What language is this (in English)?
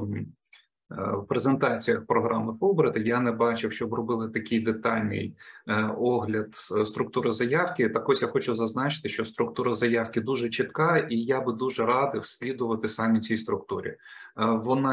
Ukrainian